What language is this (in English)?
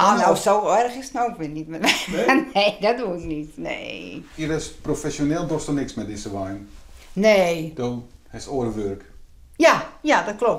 Western Frisian